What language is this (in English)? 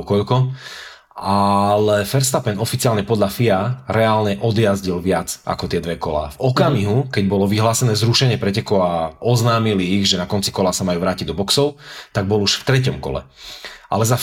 Slovak